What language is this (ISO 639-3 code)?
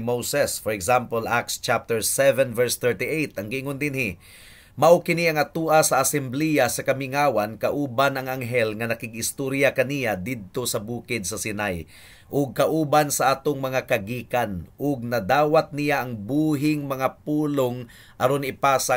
ceb